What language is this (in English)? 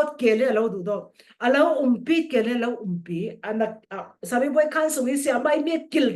Falam Chin